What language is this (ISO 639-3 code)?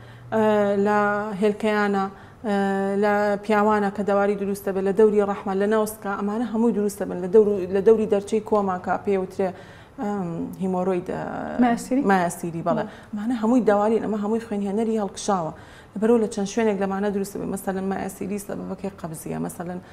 ckb